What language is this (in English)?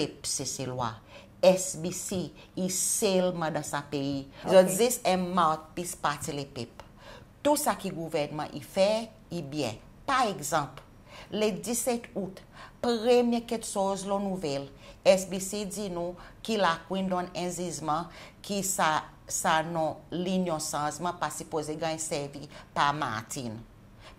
Seselwa Creole French